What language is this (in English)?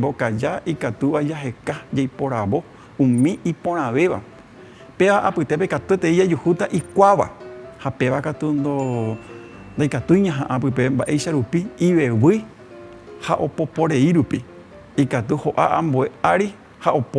Guarani